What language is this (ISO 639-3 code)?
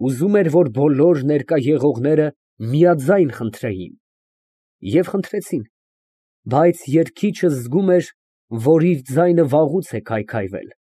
hye